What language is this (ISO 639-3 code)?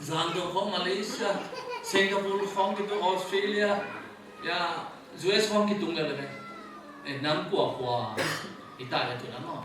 ctd